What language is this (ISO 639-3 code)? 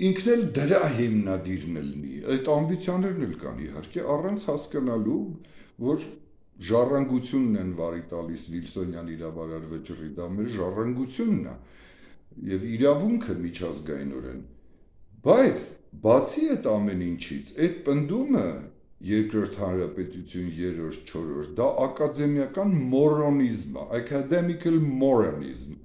hye